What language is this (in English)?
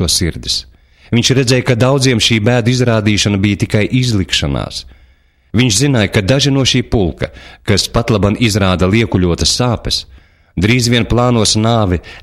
Latvian